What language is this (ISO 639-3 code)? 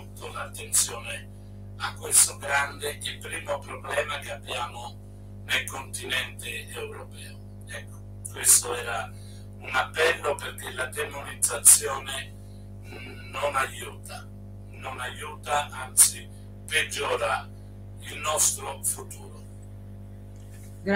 ita